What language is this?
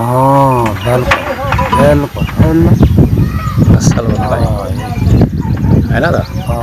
Saraiki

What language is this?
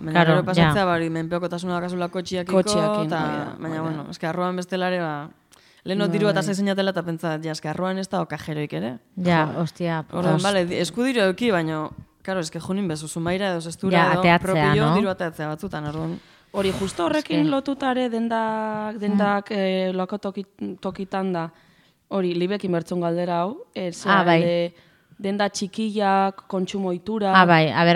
Basque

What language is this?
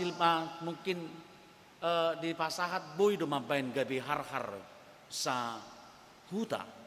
Batak Toba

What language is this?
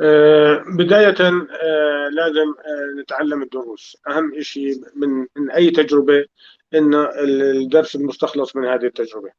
North Levantine Arabic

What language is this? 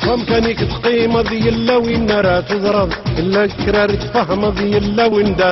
Kabyle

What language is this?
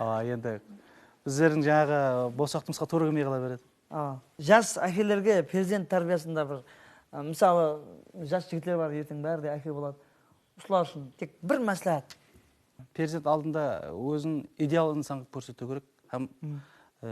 Kara-Kalpak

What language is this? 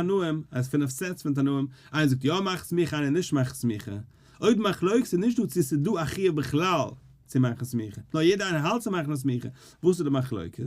Yiddish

